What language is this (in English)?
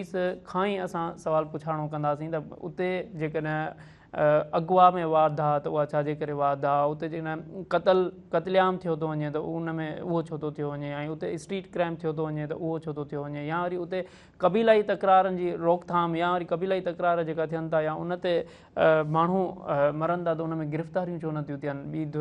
Sindhi